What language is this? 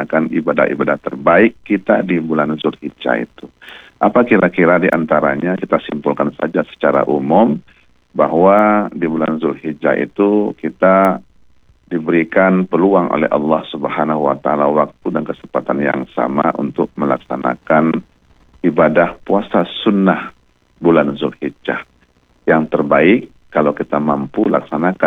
Indonesian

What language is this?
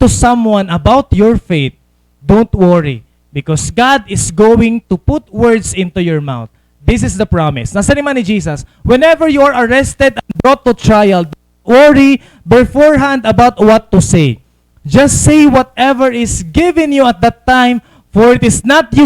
Waray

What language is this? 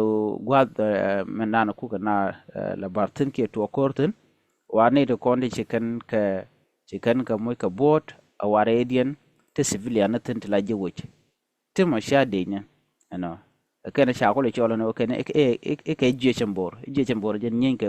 Nuer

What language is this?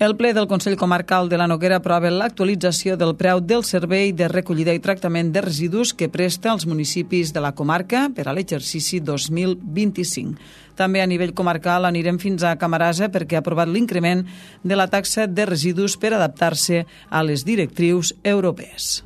Catalan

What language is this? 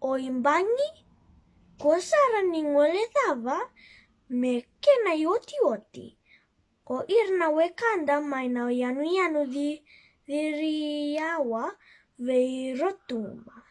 Fijian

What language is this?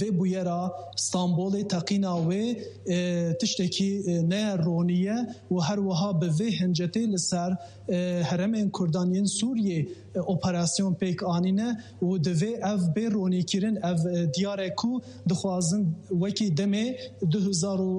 Kurdish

